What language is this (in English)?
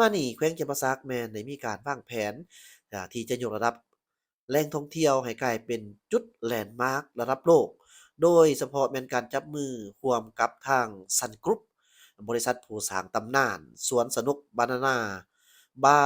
Lao